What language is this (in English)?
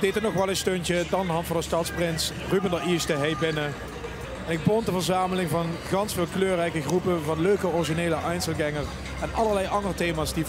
Limburgish